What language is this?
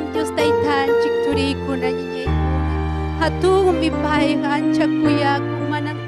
Ayacucho Quechua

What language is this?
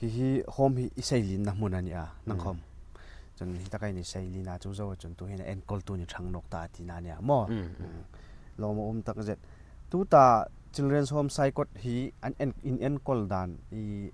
Hmar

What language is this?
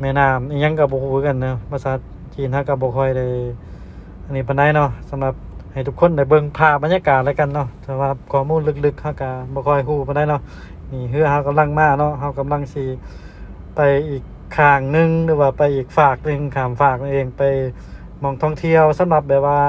Lao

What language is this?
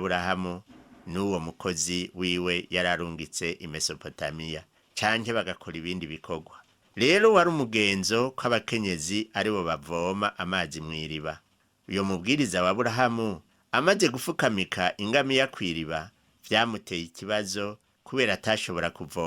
Rundi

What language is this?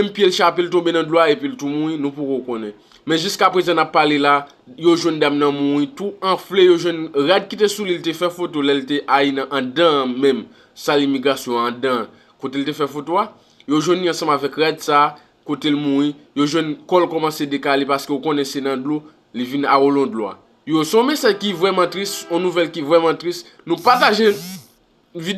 Haitian Creole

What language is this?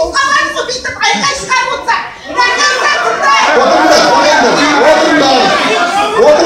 Kazakh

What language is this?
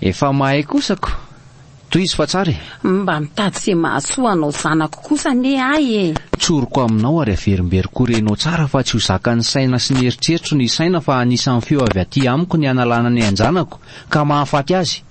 Malagasy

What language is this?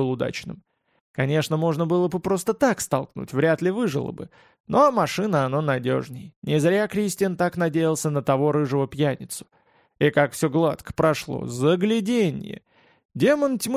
Russian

